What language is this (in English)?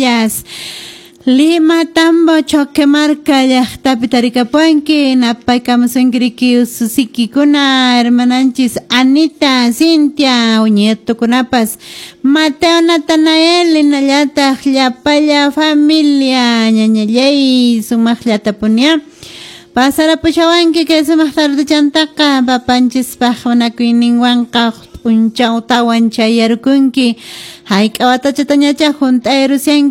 Quechua